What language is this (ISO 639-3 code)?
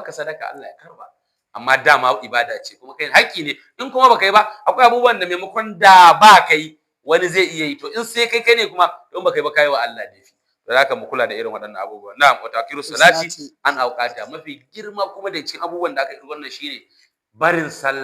hau